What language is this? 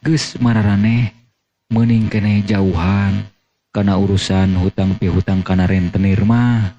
Sundanese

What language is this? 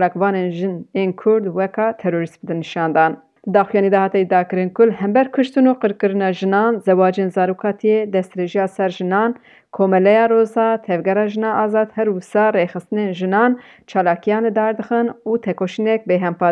Kurdish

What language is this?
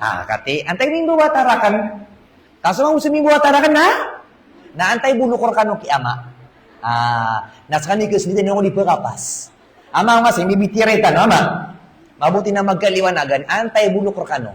Maranao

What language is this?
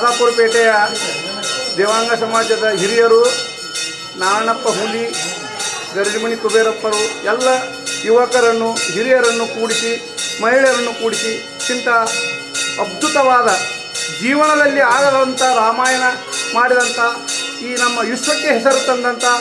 Kannada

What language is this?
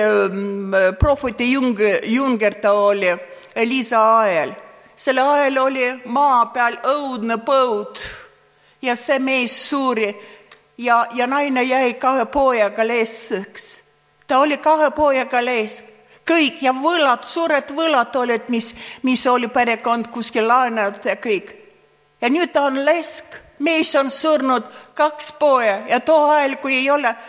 Estonian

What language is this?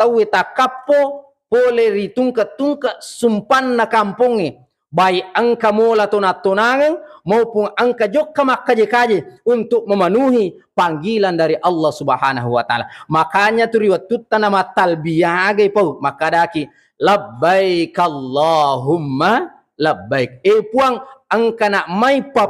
Buginese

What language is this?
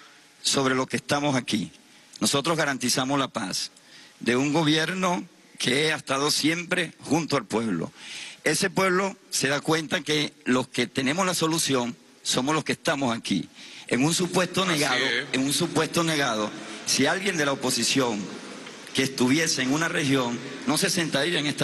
Spanish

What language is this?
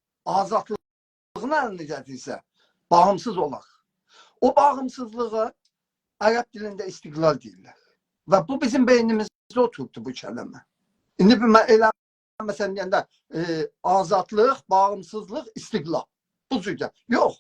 South Azerbaijani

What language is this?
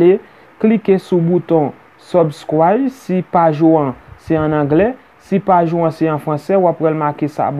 Haitian Creole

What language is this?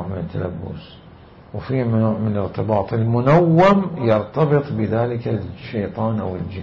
Mesopotamian Arabic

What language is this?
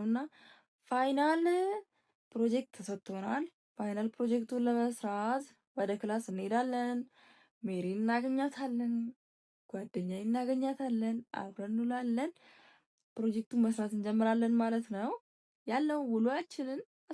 Amharic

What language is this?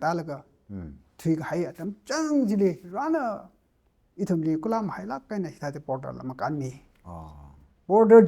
Tangkhul Naga (India)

